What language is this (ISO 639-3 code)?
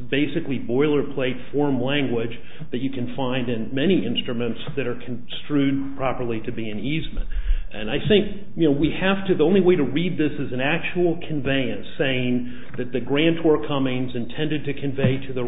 eng